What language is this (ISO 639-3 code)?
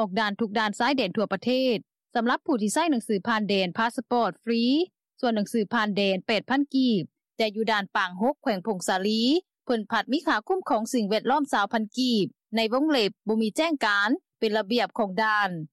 lao